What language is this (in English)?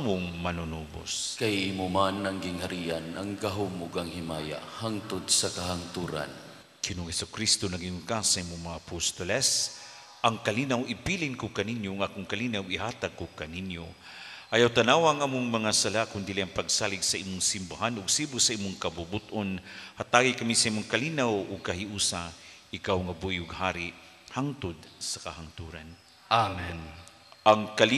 Cebuano